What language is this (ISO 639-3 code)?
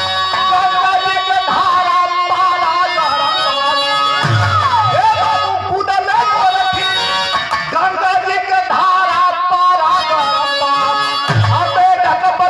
bho